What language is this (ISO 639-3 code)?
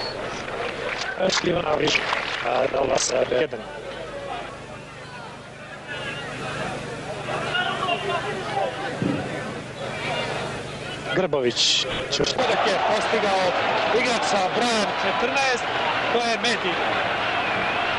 srp